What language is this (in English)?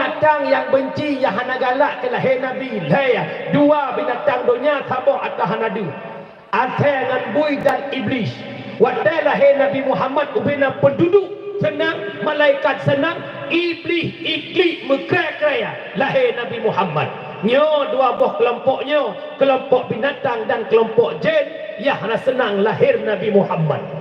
Achinese